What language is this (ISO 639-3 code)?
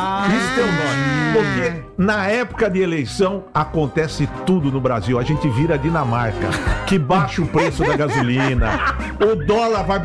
por